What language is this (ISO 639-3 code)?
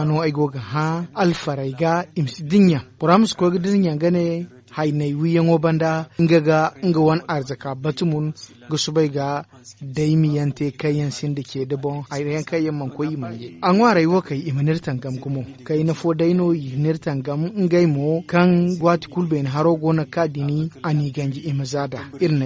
dje